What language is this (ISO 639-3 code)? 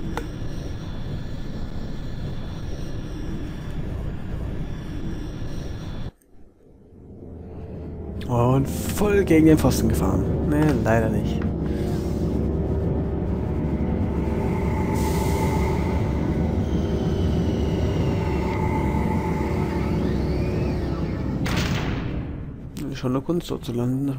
deu